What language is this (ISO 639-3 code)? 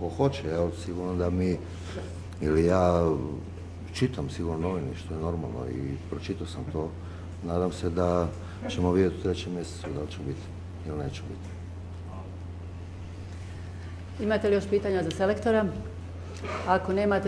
hrv